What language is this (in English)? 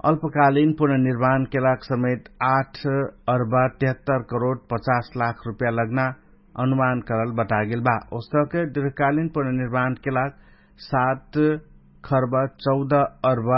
Dangaura Tharu